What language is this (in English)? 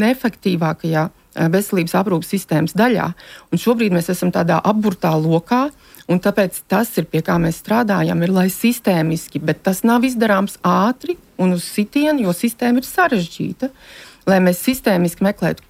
Latvian